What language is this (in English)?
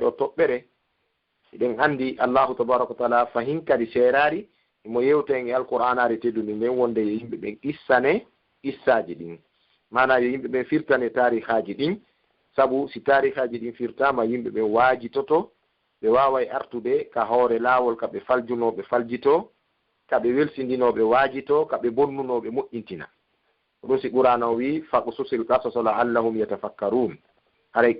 Fula